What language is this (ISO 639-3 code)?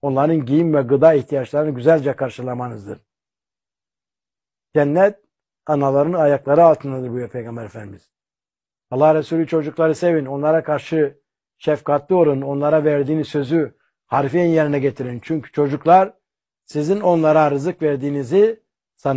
tur